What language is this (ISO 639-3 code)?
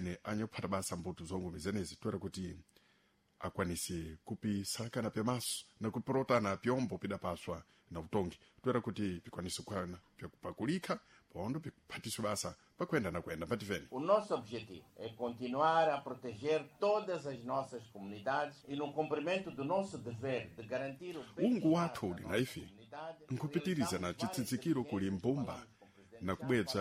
seh